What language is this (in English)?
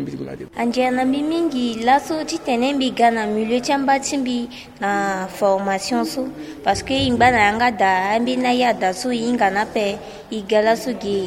Sango